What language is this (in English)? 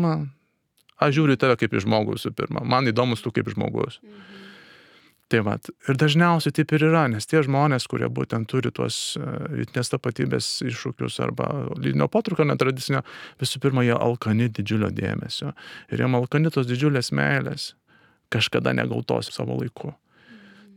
Lithuanian